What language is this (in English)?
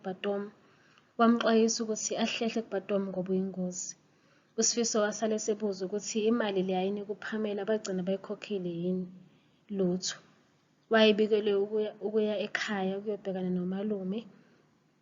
Zulu